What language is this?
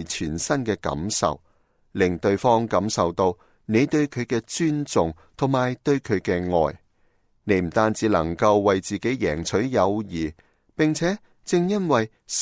Cantonese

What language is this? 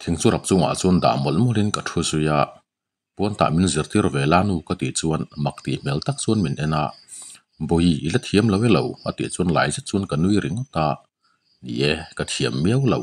Mizo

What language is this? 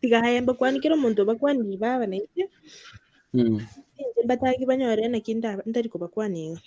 Gusii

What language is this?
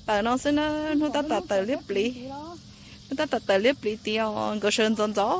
Hmong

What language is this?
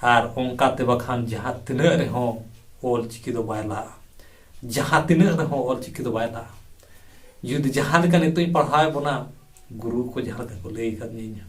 Santali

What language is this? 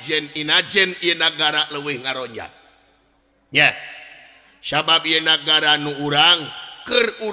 Sundanese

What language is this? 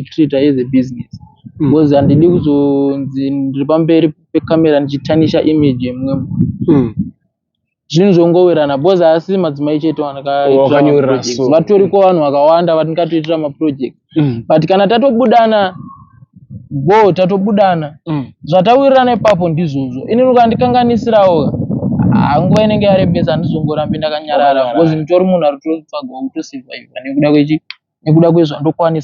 Shona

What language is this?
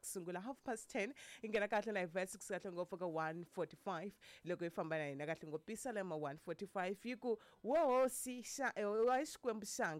Tsonga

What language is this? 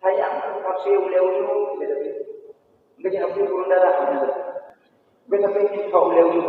Achinese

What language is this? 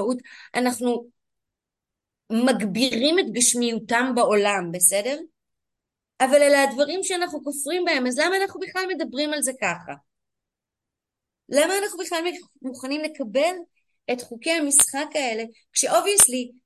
Hebrew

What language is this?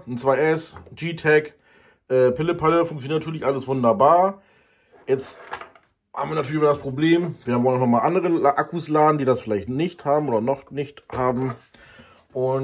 German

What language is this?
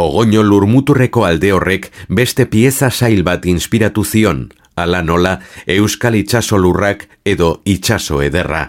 Basque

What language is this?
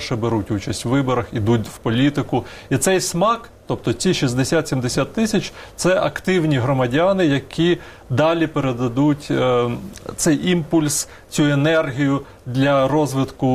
Ukrainian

